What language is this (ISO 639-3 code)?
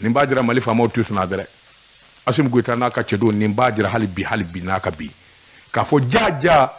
bam